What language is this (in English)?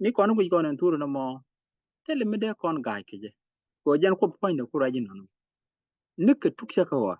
Nuer